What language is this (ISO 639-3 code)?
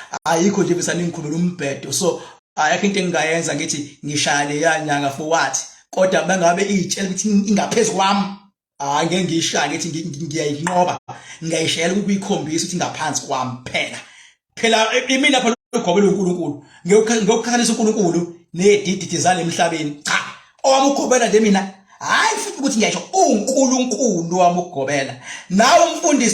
zul